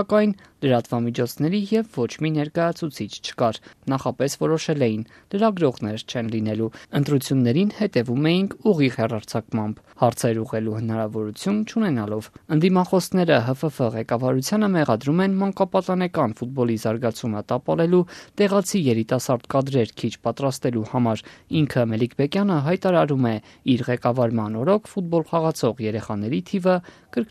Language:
Armenian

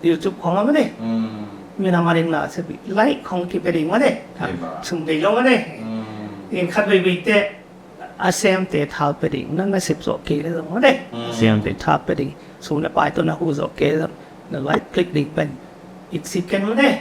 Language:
Tedim Chin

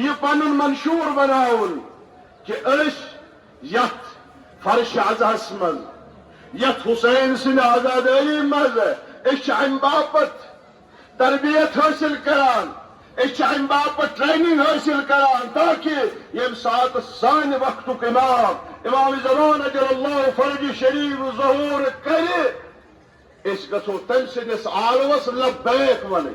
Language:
Kashmiri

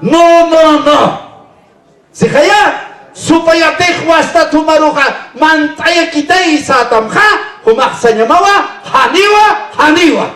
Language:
Aymara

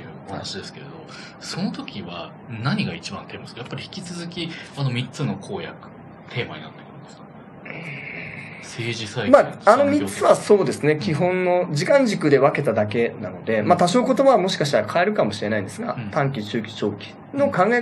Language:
Japanese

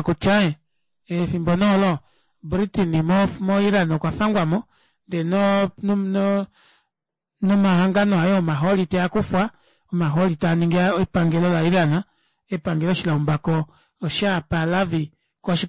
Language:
Kuanyama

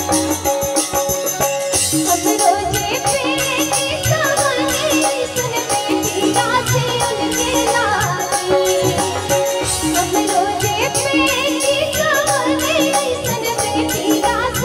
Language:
Bhojpuri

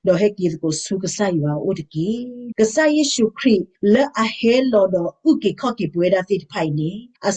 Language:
S'gaw Karen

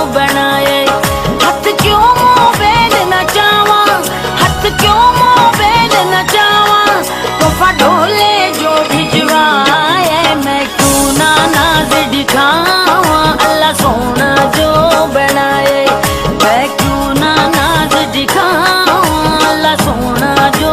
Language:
Pahari-Potwari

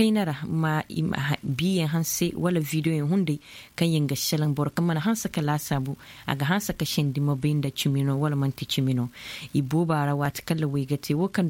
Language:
Zarma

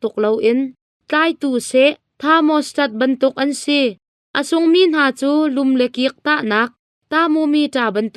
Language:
Hakha Chin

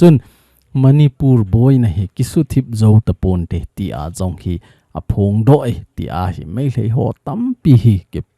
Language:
Thado Chin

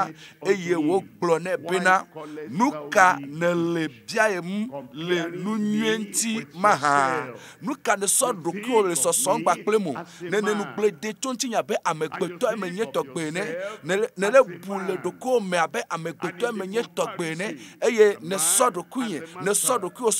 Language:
Ewe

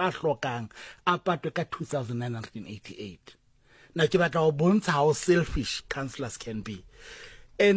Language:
Southern Sotho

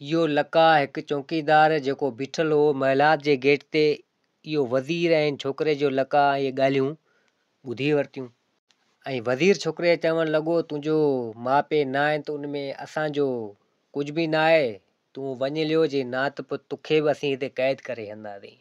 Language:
Sindhi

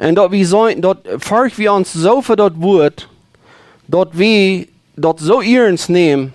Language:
Plautdietsch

